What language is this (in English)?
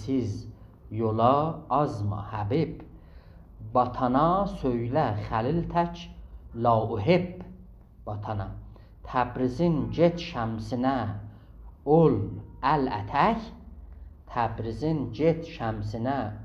South Azerbaijani